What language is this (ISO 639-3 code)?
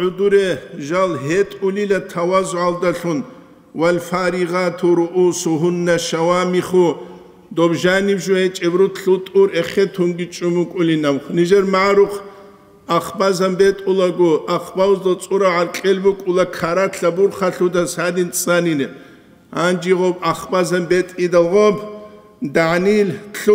ava